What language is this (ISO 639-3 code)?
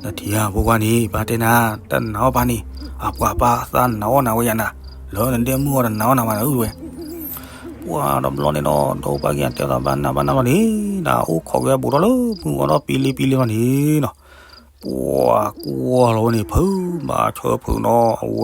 ksw